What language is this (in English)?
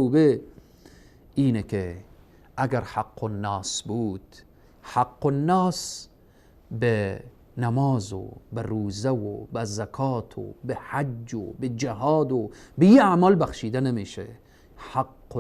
Persian